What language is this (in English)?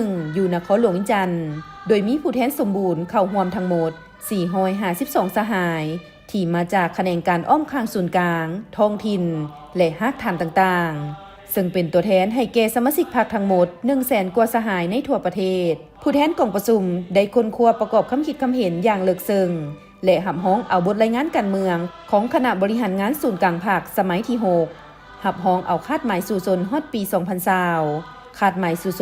Lao